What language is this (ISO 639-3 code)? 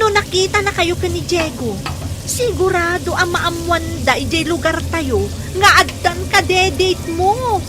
ilo